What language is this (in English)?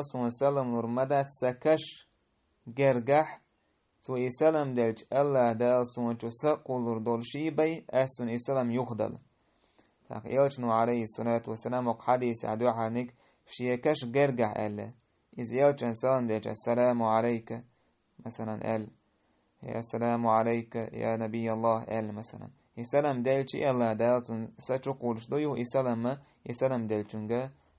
Chechen